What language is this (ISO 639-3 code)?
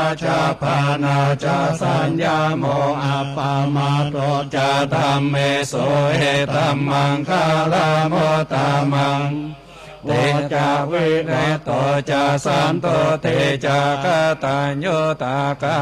pli